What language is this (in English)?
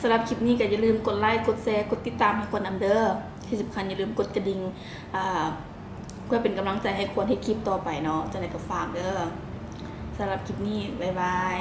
Lao